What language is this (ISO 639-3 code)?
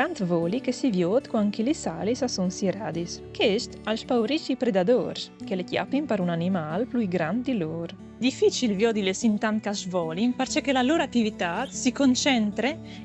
fur